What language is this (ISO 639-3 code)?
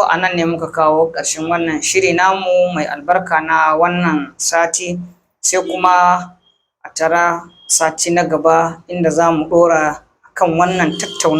hau